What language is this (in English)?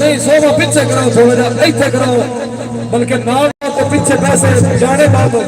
Saraiki